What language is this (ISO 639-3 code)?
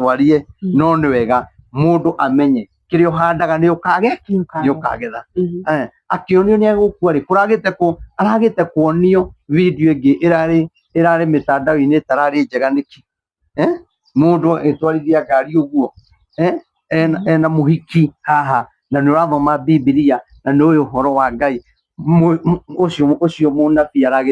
kik